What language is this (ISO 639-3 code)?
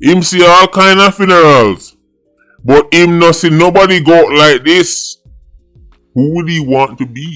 jam